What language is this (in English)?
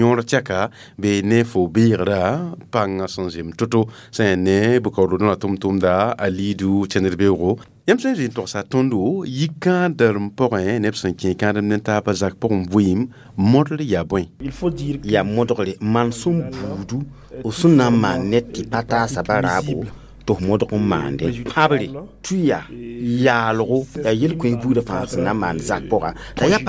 Mossi